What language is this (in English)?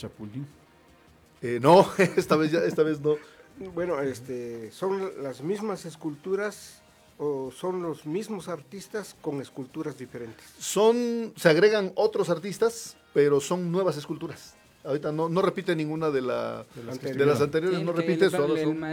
Spanish